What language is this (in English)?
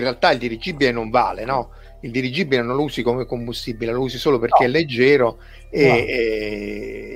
Italian